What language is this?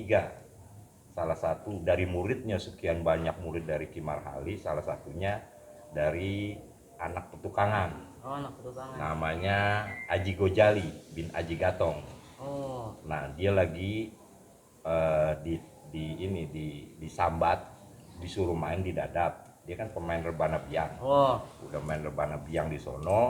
Betawi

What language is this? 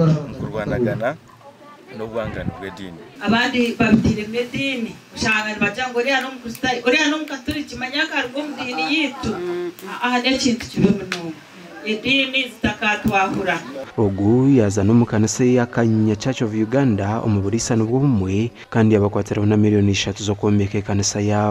Nyankole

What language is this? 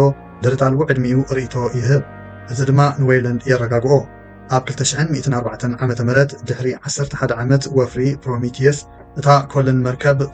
Tigrinya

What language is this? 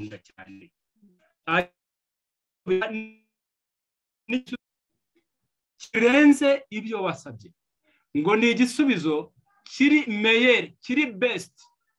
Kinyarwanda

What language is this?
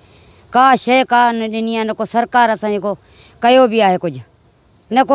Sindhi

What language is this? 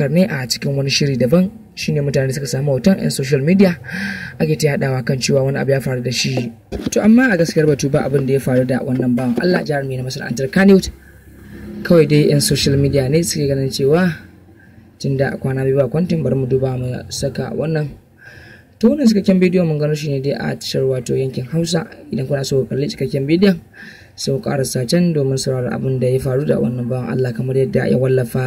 Hausa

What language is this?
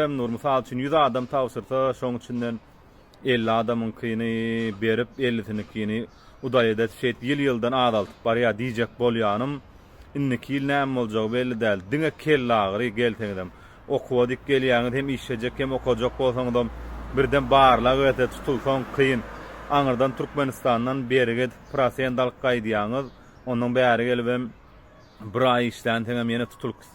Turkmen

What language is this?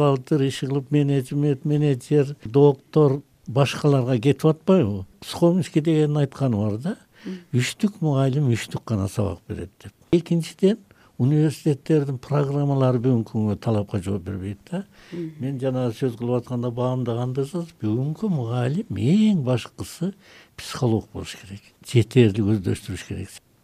Kyrgyz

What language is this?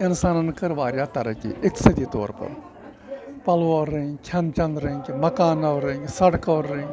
Kashmiri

